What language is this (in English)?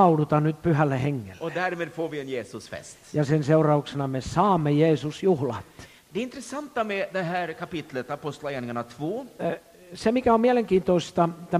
Finnish